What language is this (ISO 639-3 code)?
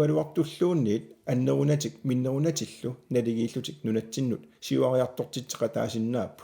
kal